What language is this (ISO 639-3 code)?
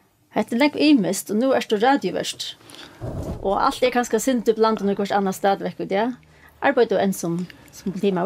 fao